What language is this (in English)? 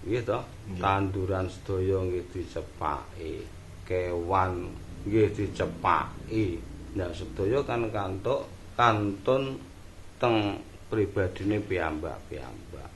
Javanese